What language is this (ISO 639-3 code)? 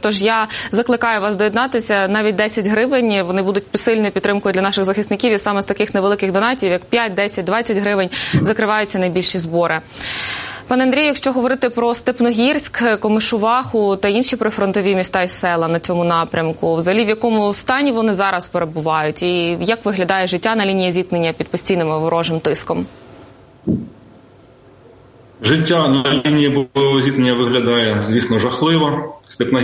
ukr